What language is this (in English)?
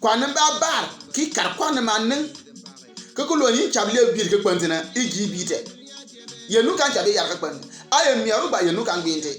Bimoba